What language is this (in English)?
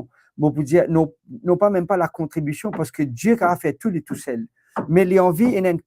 Morisyen